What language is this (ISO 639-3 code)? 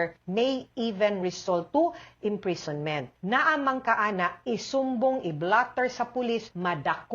ceb